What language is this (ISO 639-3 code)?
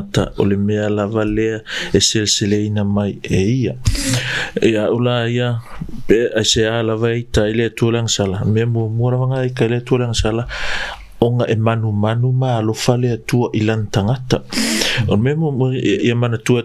smo